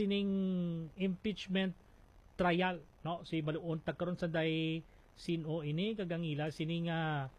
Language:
Hiligaynon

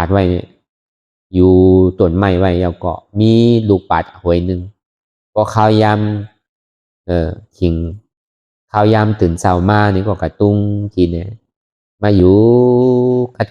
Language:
Shan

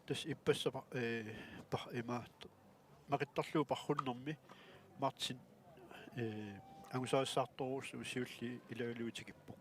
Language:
Kalaallisut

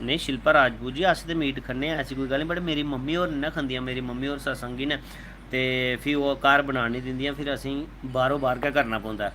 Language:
Dogri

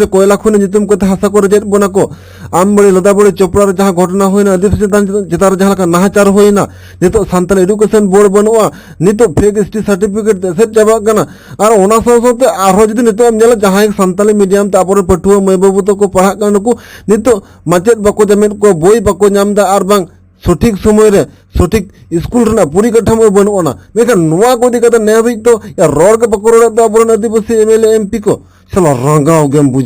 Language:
Santali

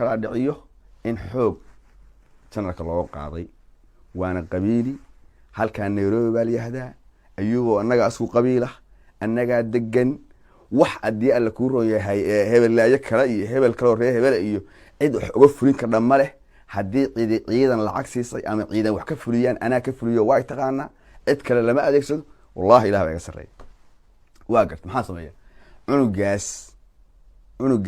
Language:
Somali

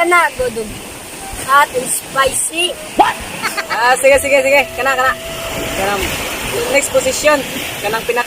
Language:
Cebuano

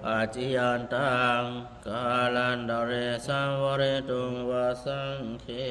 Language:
Pali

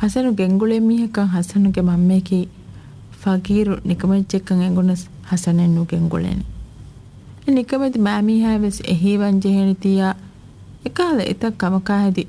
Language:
Divehi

